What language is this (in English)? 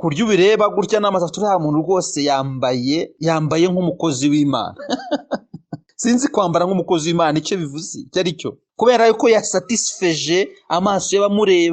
Kinyarwanda